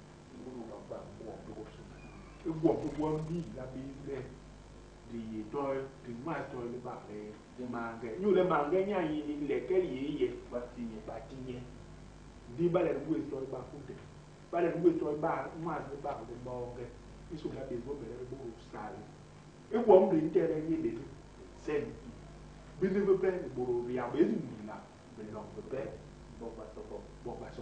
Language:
Basaa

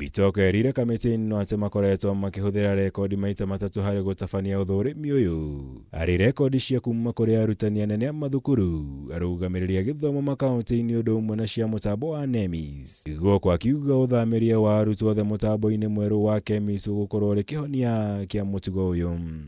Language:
Kikuyu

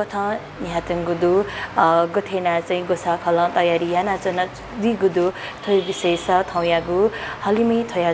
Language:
Newari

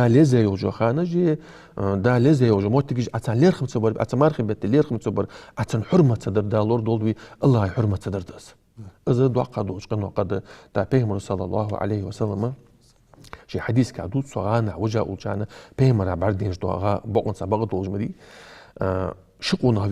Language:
Ingush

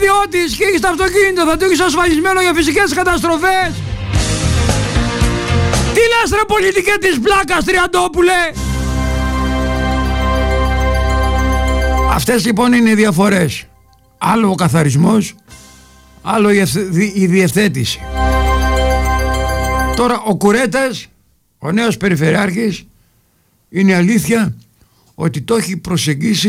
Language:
Greek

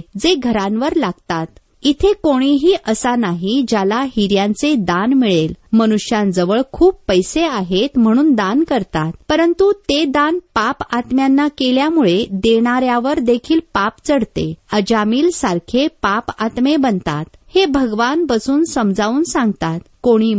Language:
Marathi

